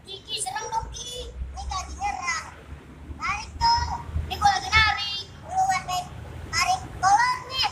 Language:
Betawi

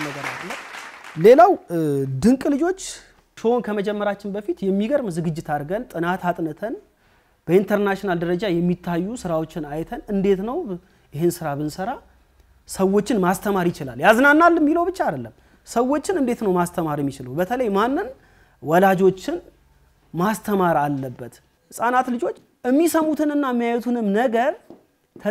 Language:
Amharic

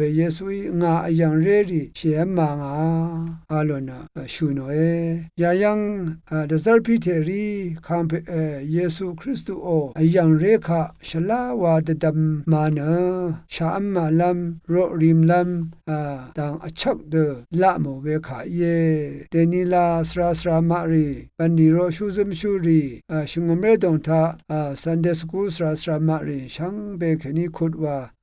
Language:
Rawang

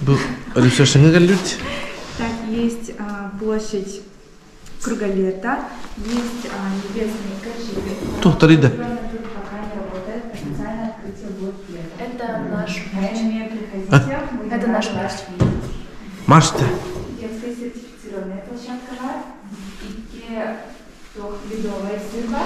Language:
Yakut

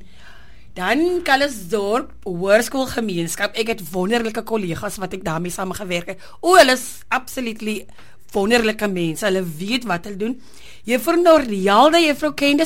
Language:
Afrikaans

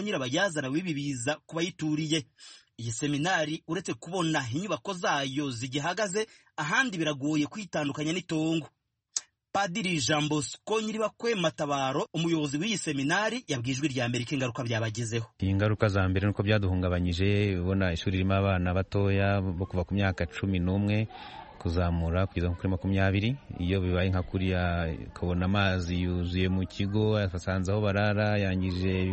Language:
Kinyarwanda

